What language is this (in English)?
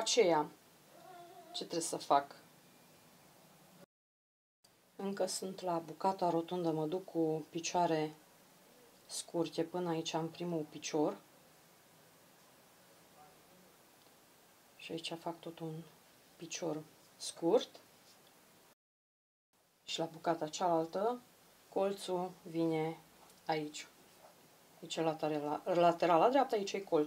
Romanian